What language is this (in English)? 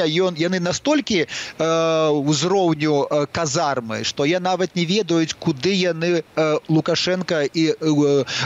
Belarusian